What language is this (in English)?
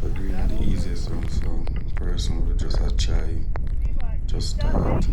Jamaican Creole English